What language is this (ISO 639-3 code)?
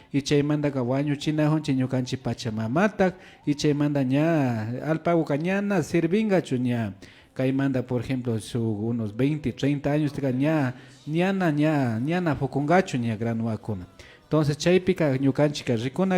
qvi